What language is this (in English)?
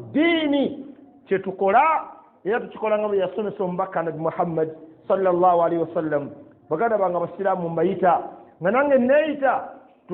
Ganda